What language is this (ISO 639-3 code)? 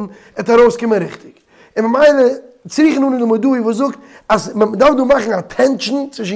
yid